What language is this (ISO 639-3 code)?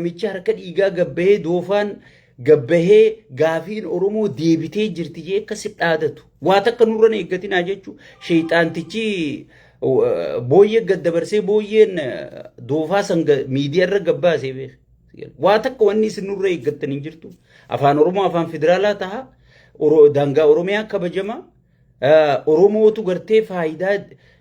orm